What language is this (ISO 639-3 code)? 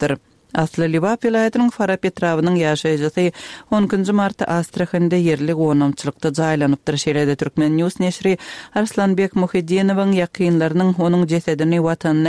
tuk